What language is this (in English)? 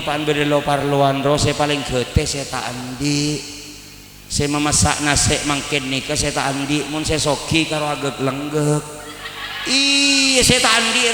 Madurese